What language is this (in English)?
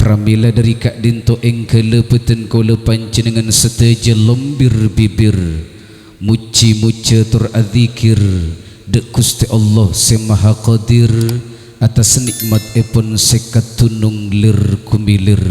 Madurese